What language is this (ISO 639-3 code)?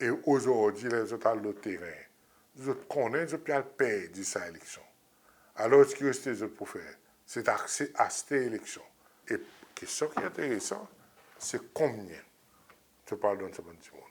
crs